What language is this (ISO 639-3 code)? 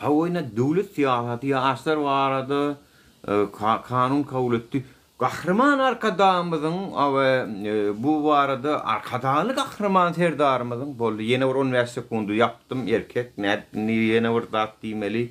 tuk